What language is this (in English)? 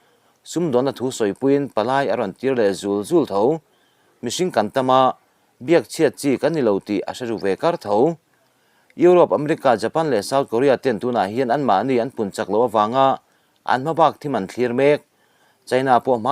Mizo